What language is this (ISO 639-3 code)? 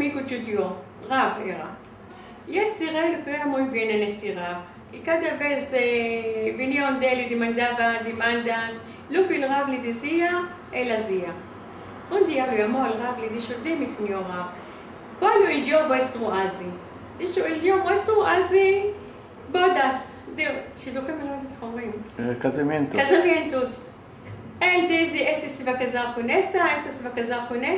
lad